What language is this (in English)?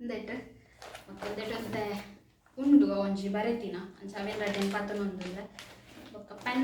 Tulu